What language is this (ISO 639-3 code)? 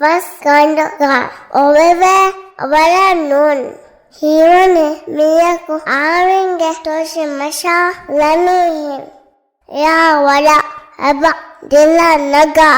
div